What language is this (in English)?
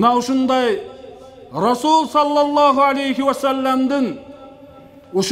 Kyrgyz